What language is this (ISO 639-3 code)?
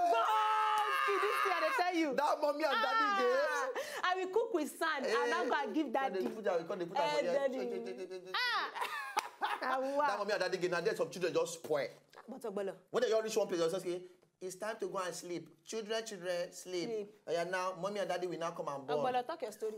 pcm